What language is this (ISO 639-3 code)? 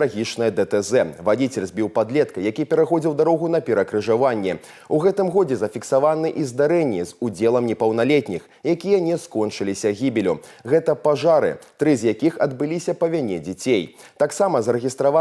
bel